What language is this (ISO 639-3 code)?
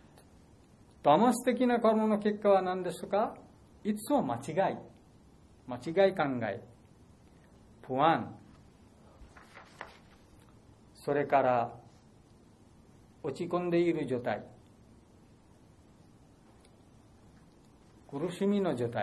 jpn